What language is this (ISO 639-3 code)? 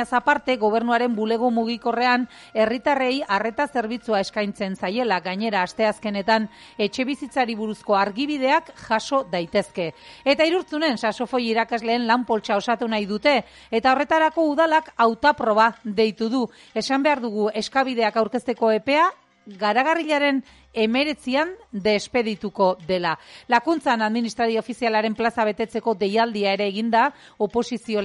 eus